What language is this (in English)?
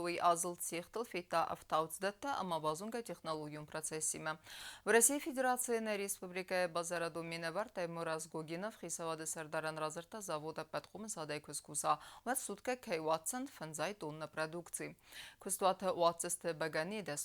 Ossetic